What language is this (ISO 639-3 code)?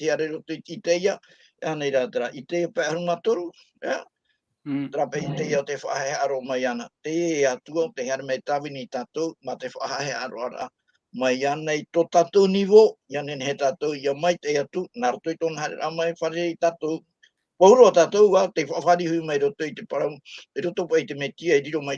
tah